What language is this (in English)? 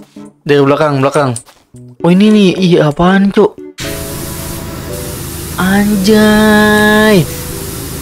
Indonesian